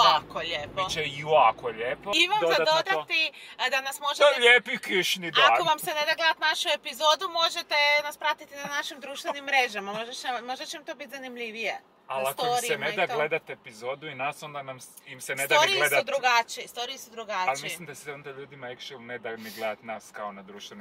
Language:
Croatian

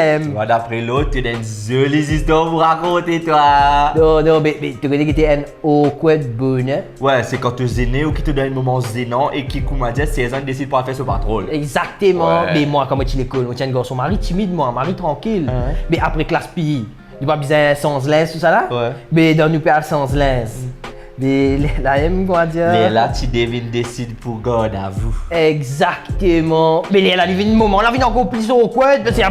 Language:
Morisyen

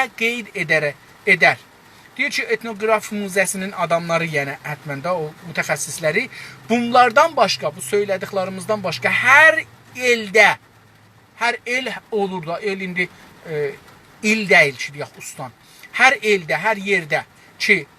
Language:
South Azerbaijani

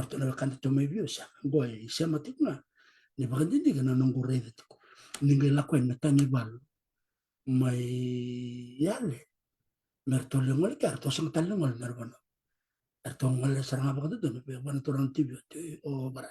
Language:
Fijian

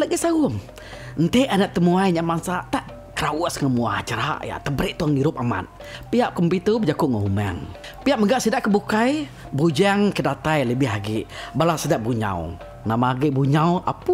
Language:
Iban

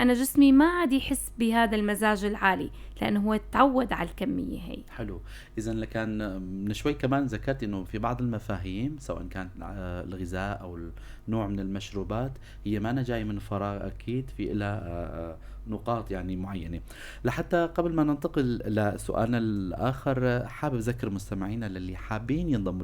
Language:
North Levantine Arabic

